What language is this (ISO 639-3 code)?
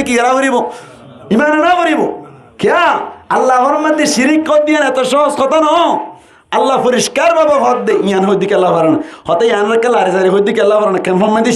rhg